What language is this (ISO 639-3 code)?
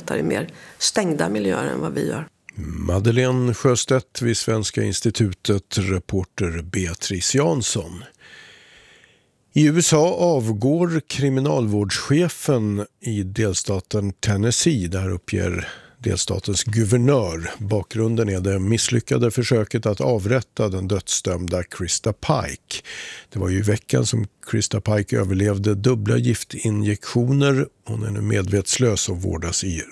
swe